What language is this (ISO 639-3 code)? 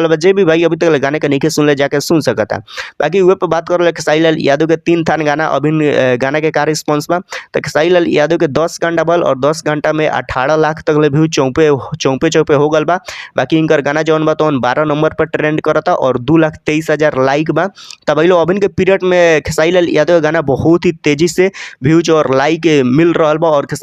bho